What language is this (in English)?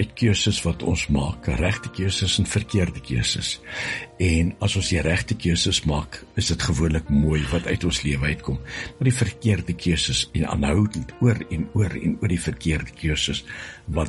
Afrikaans